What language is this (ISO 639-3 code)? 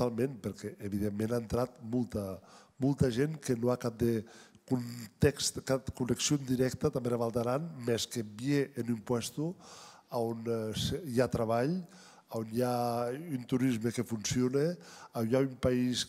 oci